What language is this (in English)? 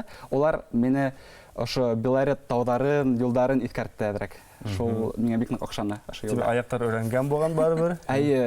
Bashkir